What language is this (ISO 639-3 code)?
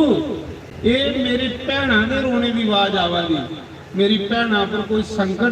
doi